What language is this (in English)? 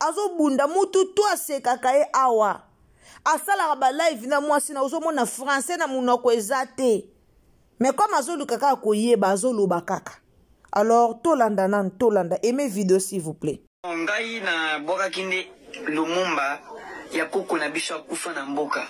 Lingala